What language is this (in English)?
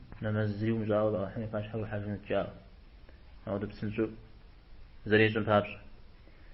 Kabardian